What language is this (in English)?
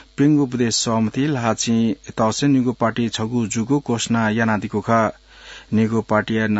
Newari